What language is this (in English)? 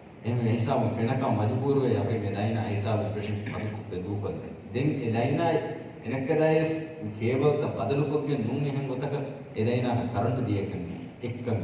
Divehi